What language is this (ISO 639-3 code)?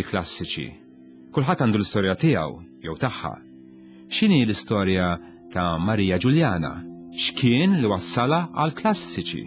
mlt